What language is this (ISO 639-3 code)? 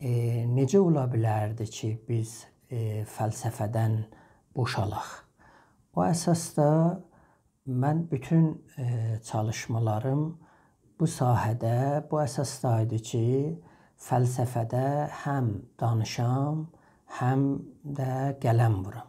azb